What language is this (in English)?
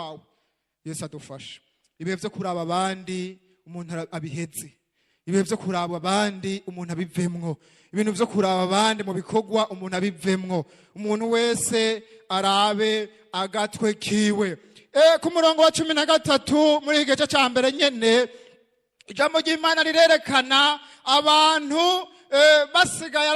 Rundi